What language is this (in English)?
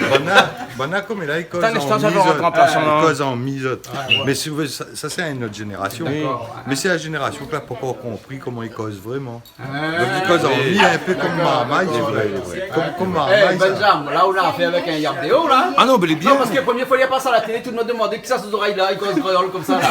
Réunion Creole French